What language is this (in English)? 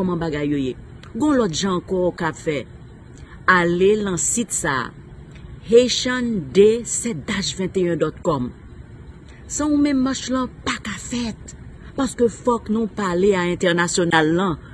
Haitian Creole